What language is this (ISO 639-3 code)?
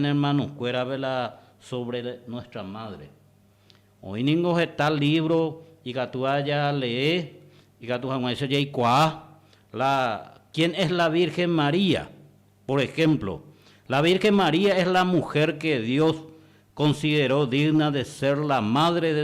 grn